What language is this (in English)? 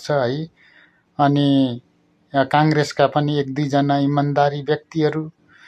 Nepali